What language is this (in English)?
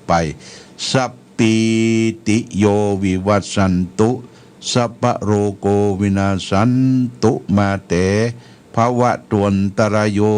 Pali